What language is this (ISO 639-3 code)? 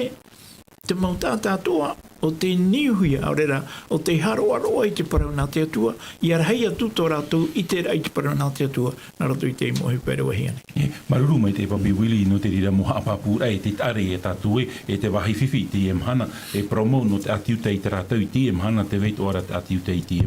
tah